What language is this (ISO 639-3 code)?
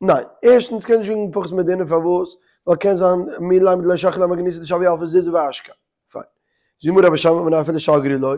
yid